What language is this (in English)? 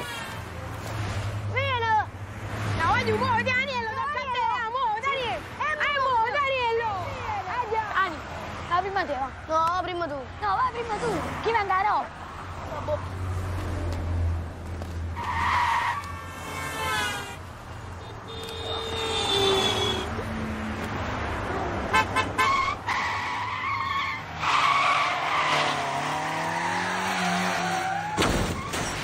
Italian